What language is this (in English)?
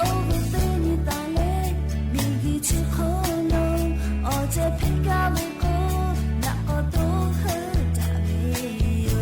Lahu